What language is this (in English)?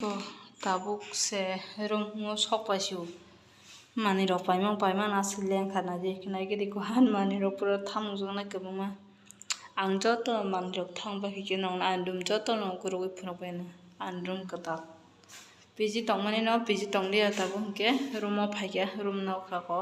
Kok Borok